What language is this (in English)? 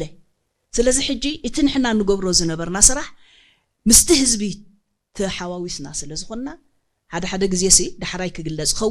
Tigrinya